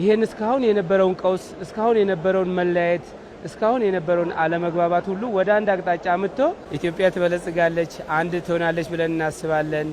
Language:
Amharic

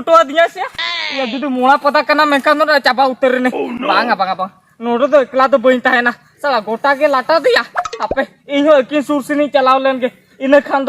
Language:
Santali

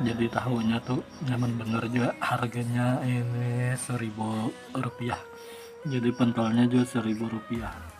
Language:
Banjar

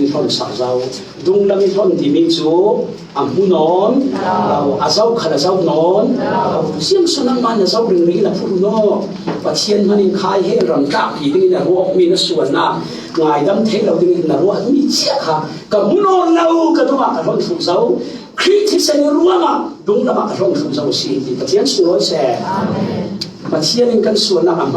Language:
Falam Chin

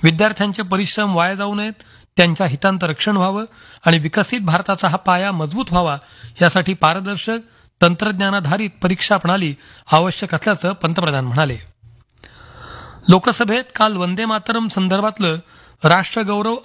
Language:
Marathi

